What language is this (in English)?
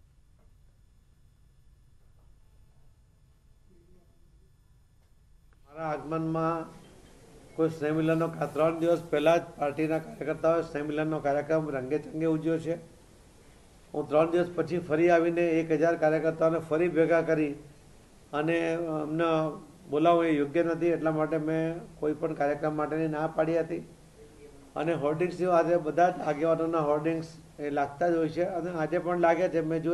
Gujarati